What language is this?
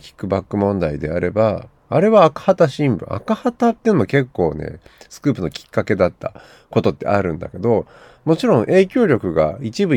Japanese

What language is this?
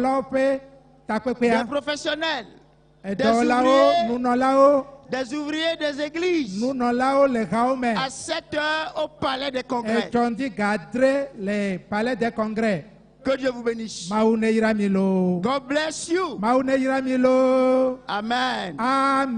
Ewe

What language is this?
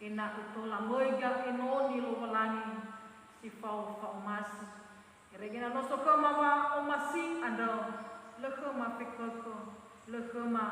Nias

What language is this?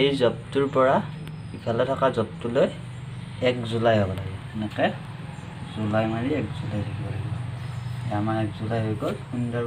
Assamese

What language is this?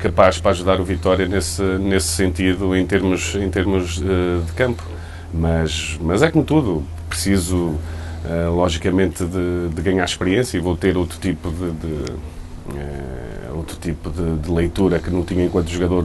Portuguese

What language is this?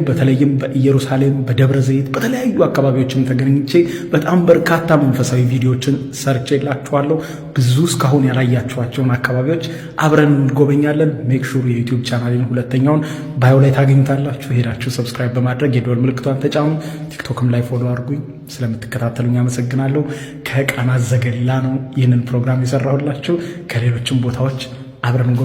Amharic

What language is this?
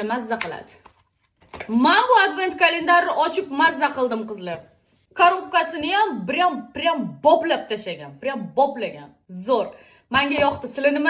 Uzbek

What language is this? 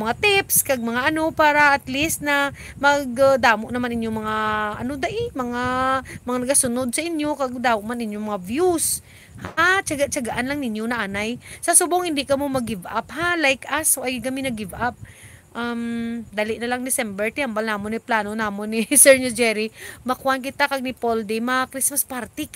Hiligaynon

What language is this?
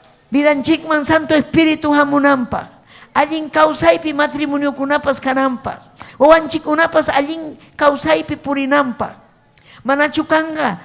Ayacucho Quechua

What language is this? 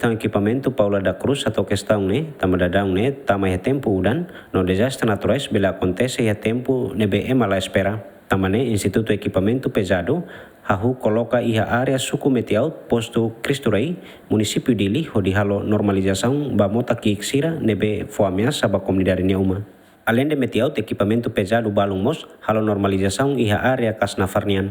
Tetum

